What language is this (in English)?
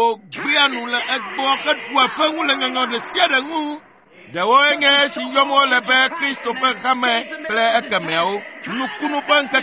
Ewe